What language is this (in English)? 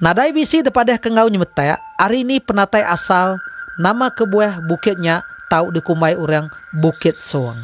Iban